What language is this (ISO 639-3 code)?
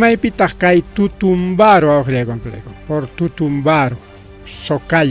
quy